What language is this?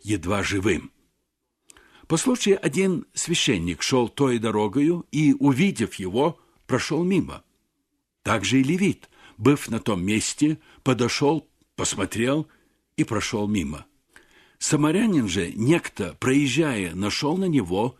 Russian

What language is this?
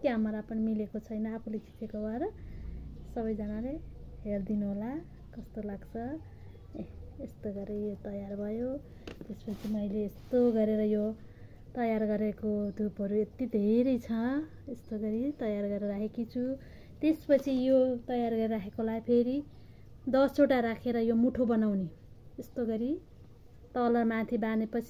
Nepali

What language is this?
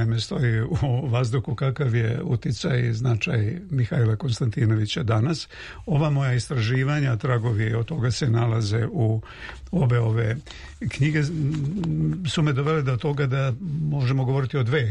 Serbian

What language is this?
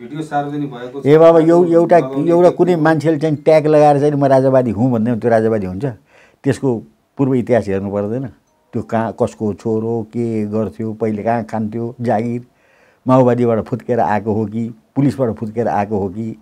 Nepali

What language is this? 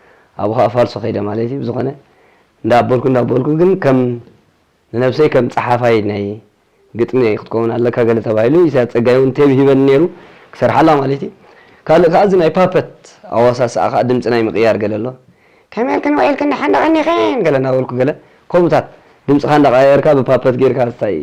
Tigrinya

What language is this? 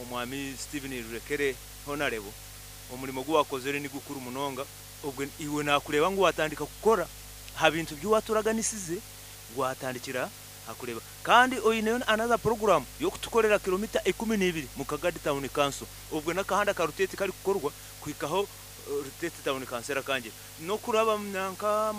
Nyankole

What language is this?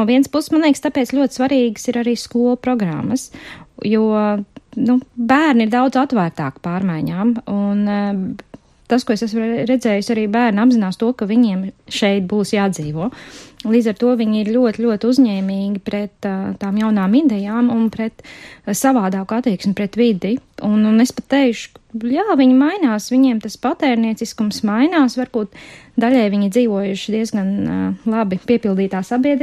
Latvian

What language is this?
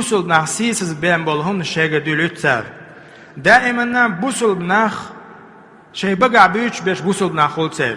Chechen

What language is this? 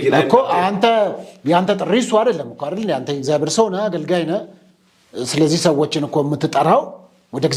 Amharic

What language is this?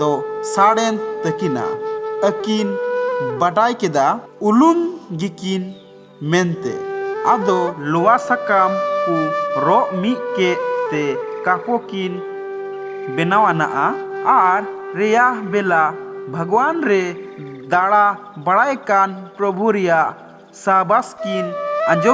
Santali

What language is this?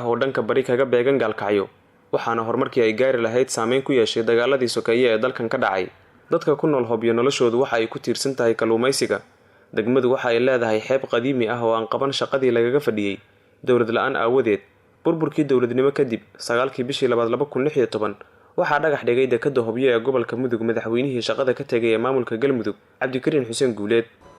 Somali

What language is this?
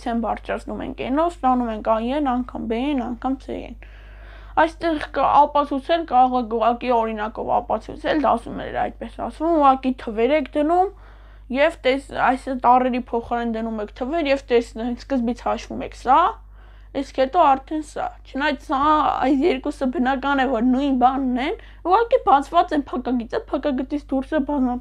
Armenian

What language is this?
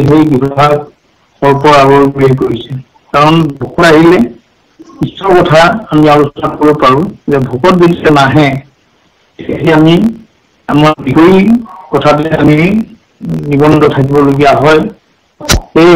Assamese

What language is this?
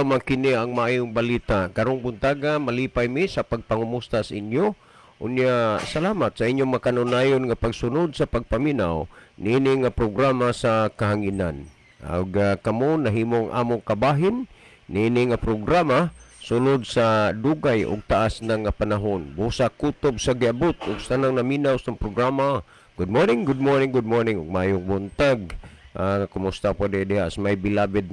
Cebuano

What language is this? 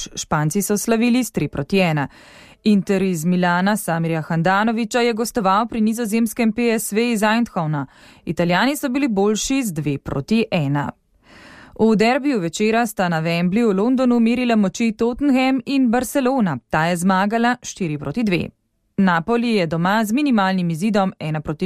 Slovenian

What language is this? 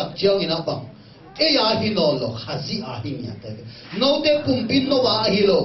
Tedim Chin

